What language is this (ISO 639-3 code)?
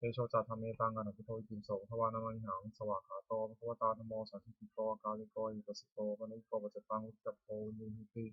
pli